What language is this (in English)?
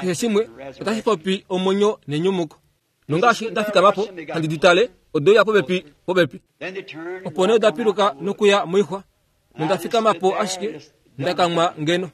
Kuanyama